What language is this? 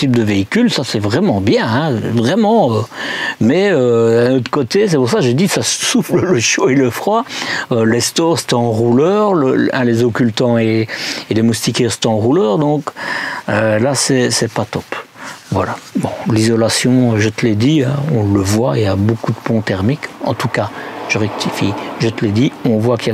French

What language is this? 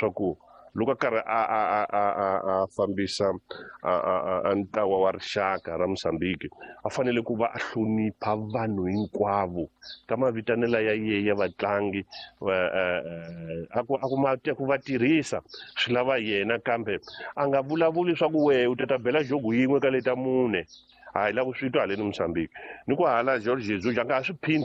Tsonga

